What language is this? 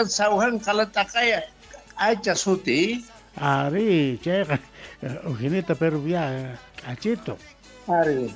Quechua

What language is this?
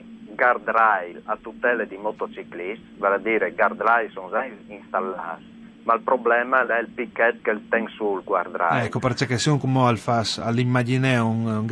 Friulian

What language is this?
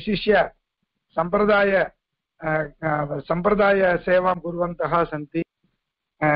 Sanskrit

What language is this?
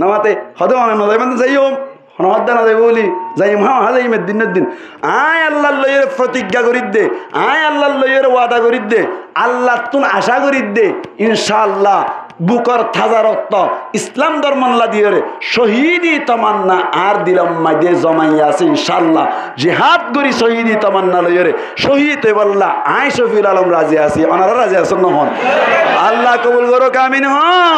Rohingya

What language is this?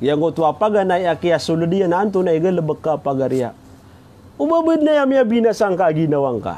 Maranao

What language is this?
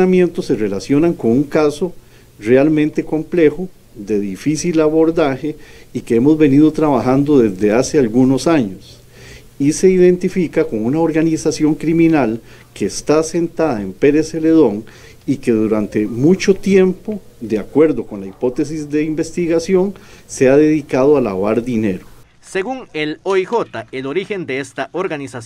Spanish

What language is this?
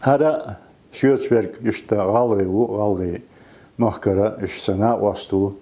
Chechen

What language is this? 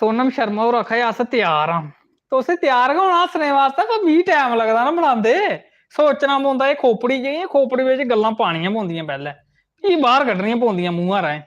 Dogri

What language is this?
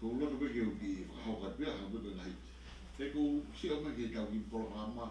Tongan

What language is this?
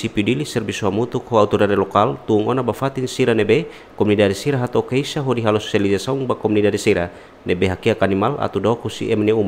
Tetum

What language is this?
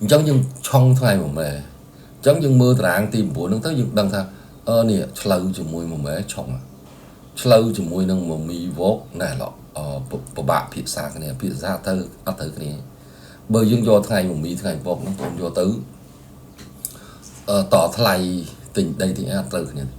Khmer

